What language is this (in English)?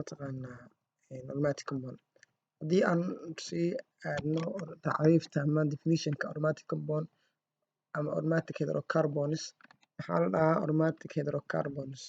Somali